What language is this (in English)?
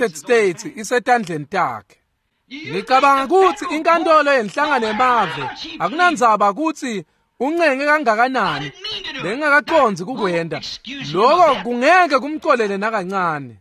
Swati